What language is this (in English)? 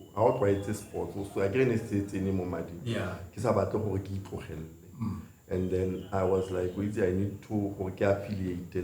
Tswana